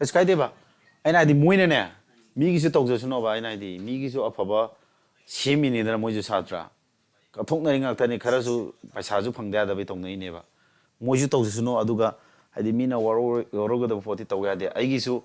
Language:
Manipuri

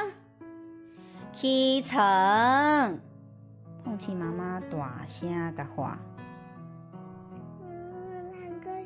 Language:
Min Nan Chinese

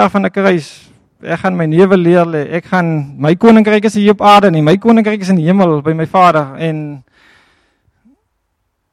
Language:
Afrikaans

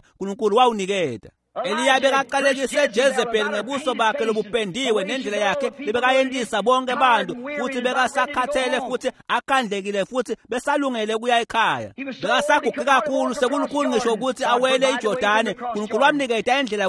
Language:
Swati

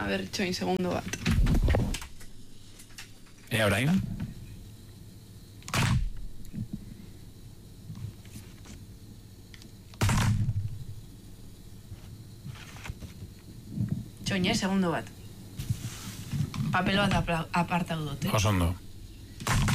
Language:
Basque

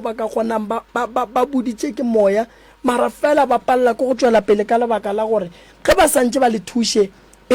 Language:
Northern Sotho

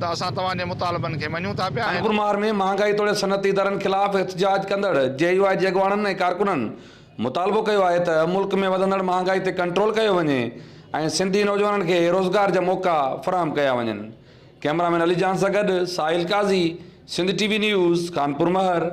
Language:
Sindhi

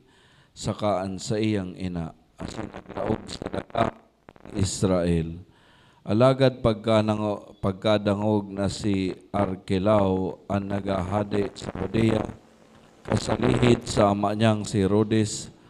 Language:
Bikol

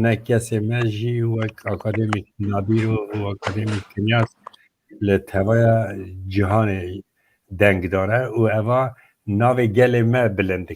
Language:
Kurdish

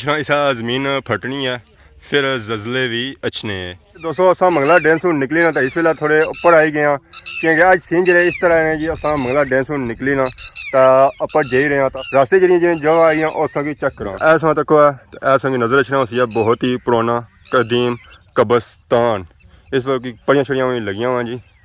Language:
Pahari-Potwari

